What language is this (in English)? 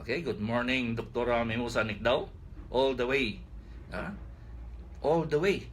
Cebuano